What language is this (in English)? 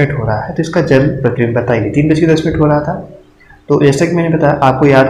Hindi